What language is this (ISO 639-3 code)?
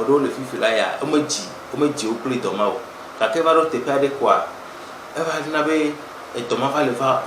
ewe